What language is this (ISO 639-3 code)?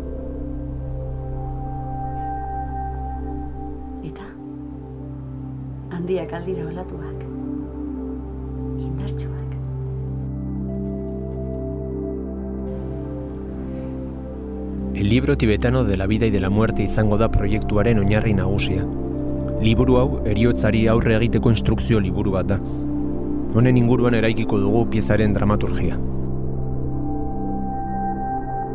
eus